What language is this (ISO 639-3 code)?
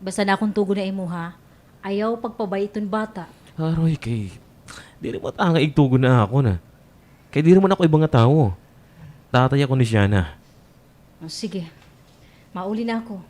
war